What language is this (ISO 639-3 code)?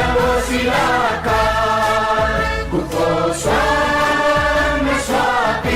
new